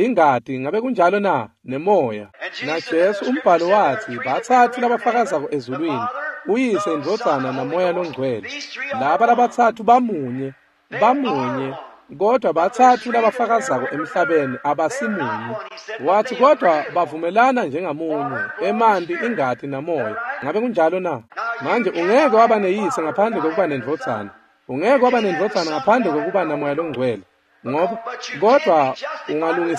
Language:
Swati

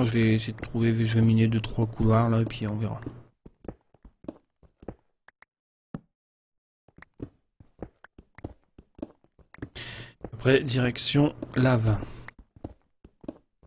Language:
French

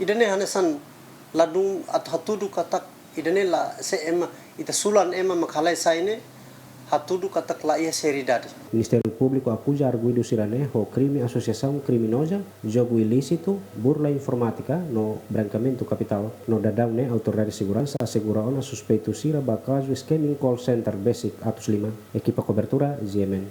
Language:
Tetum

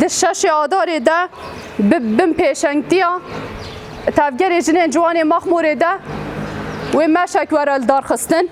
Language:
Kurdish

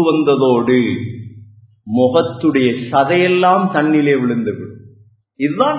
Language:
Tamil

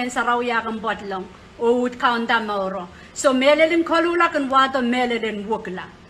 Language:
Pohnpeian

